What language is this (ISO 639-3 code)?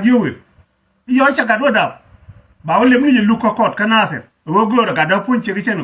nus